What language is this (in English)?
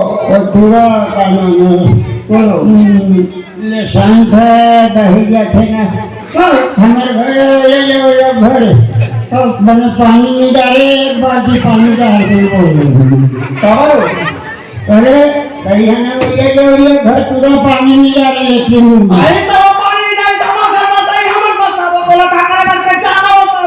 Chhattisgarhi